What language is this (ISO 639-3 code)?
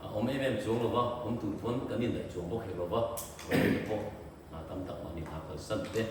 lus